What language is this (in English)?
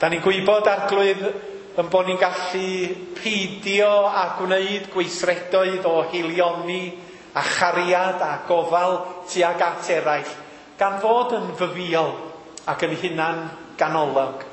Welsh